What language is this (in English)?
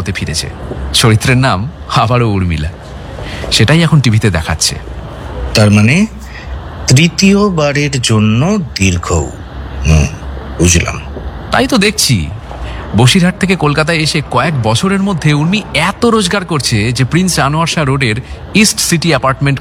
Bangla